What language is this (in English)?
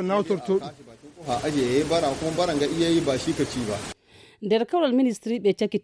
Fula